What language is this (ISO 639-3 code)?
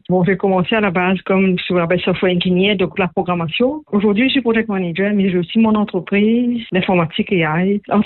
fra